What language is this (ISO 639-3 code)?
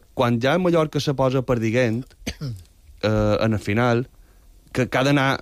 cat